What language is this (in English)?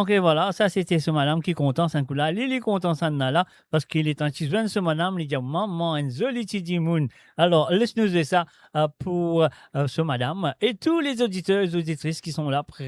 Morisyen